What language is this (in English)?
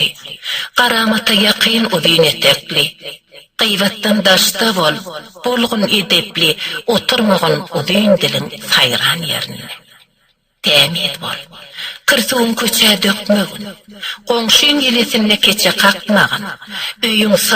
Turkmen